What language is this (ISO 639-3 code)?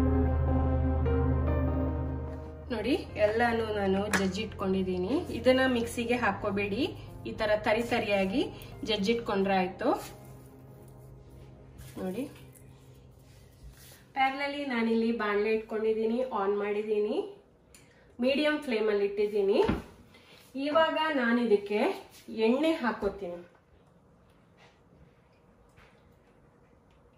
kan